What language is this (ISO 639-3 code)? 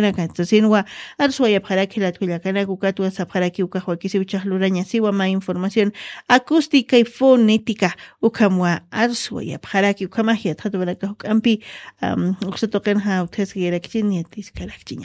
aym